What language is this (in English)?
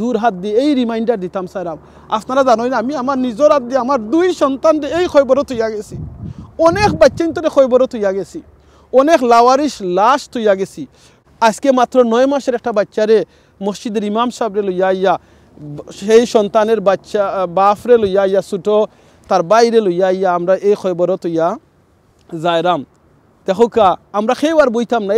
Sylheti